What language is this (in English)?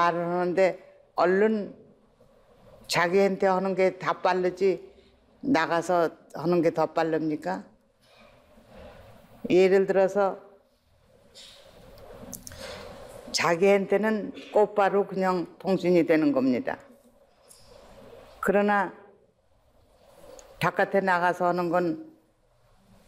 Korean